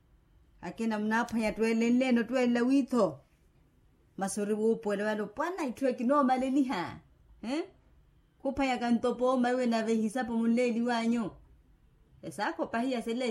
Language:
Makhuwa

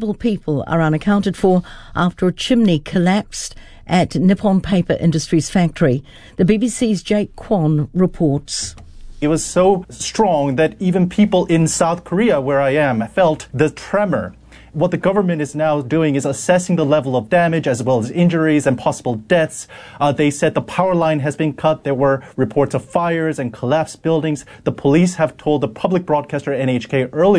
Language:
English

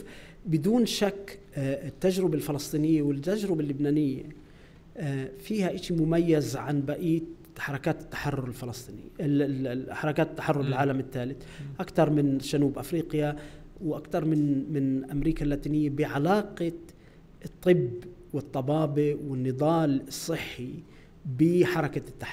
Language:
North Levantine Arabic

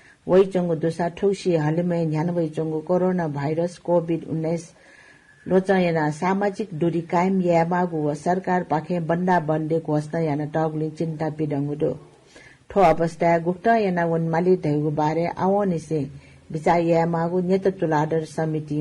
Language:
Newari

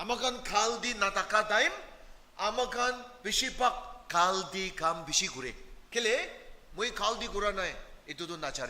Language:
Naga Pidgin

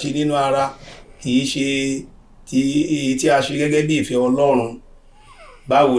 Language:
Yoruba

